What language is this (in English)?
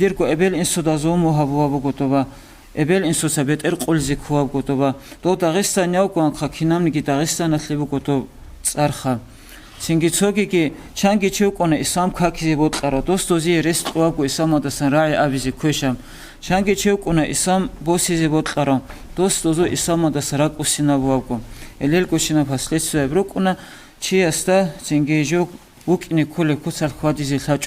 Avaric